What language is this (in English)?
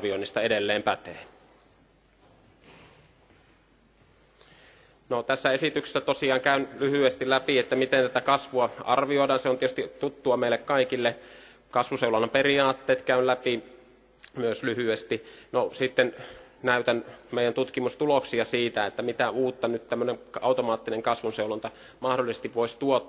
Finnish